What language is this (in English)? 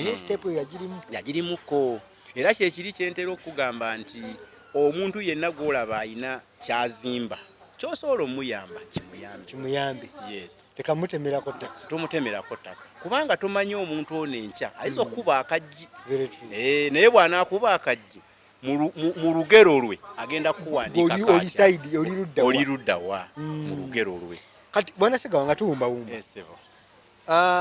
Ganda